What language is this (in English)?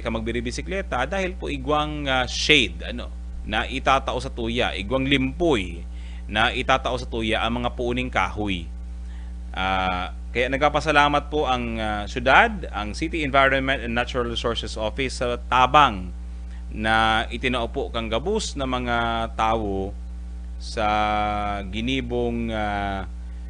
Bikol